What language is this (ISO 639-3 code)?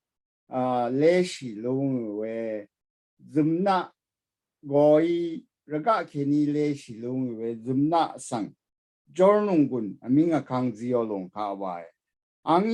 raw